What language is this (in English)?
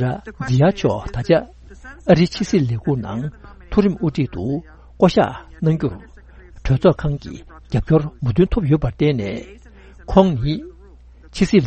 Tibetan